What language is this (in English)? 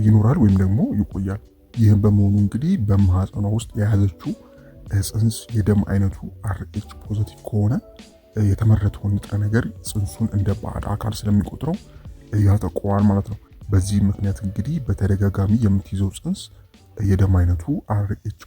Amharic